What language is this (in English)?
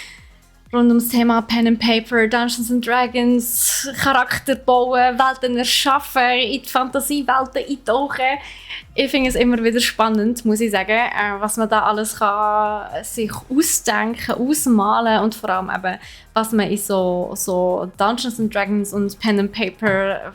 Swiss German